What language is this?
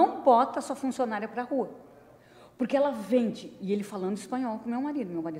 Portuguese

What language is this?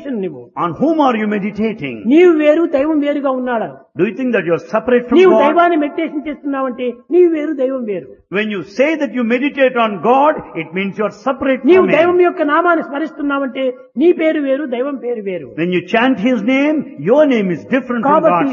Telugu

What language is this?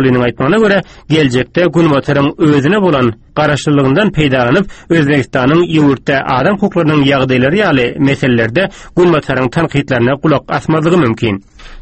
Turkmen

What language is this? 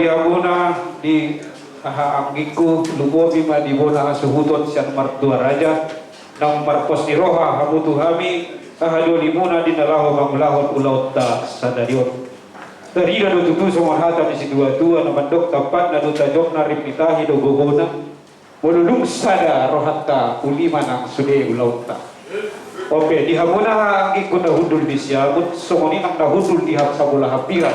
Batak Toba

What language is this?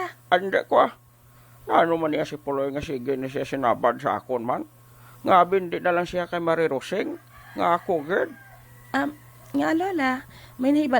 Hiligaynon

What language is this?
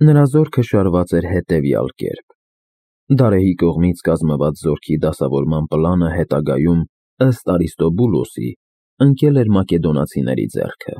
Armenian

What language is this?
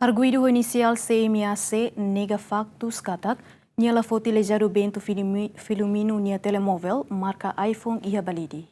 Tetum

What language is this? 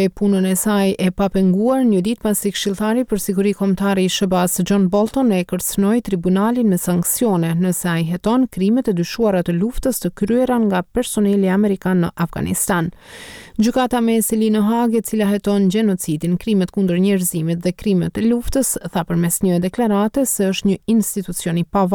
Albanian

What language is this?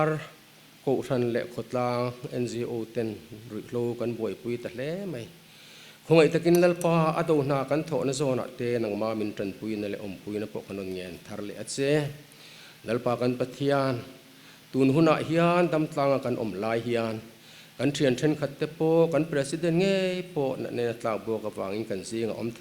Mizo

